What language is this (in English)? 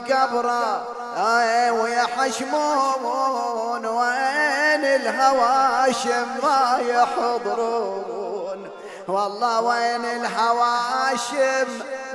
Mesopotamian Arabic